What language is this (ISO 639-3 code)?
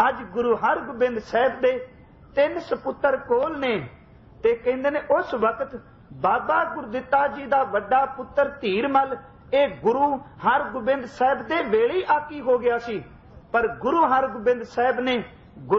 pan